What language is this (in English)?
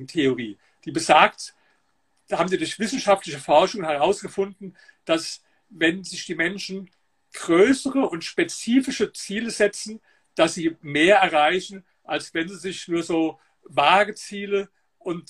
German